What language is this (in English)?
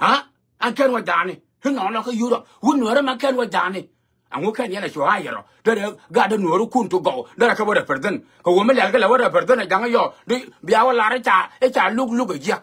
Nuer